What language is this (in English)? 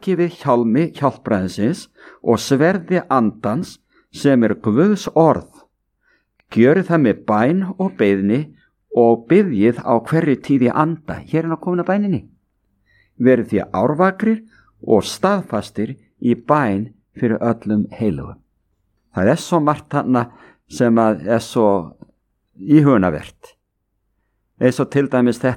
Icelandic